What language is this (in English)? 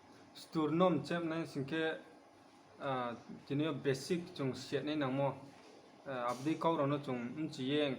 Riang (India)